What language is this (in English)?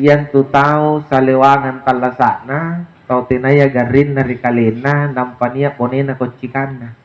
Makasar